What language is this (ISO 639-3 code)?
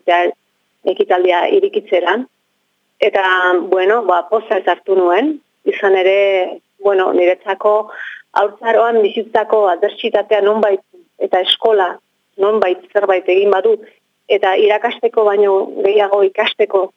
eus